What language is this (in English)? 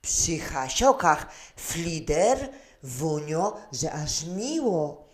Silesian